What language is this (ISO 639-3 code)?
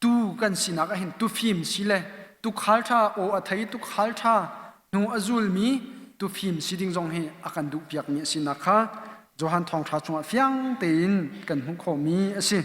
cnh